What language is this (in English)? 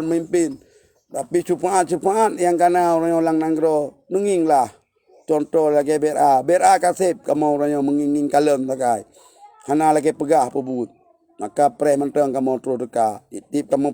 Achinese